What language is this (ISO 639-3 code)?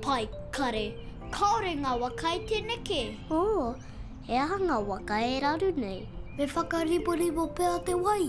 mri